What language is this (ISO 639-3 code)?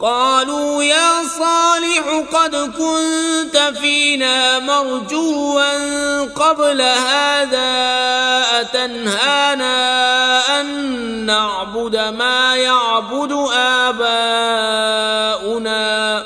kas